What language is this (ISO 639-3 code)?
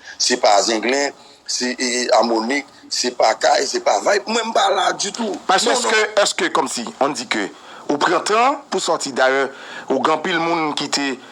hat